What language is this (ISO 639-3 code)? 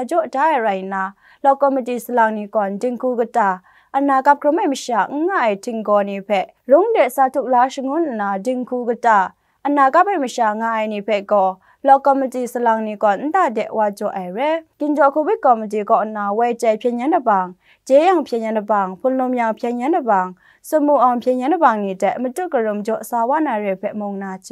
kac